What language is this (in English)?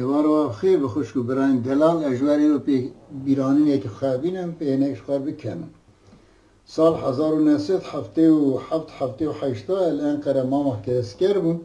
Kurdish